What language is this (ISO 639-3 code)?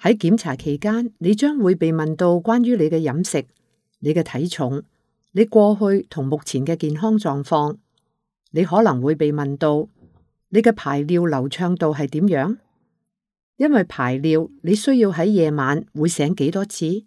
yue